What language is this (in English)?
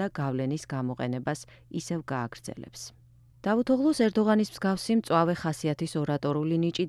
Georgian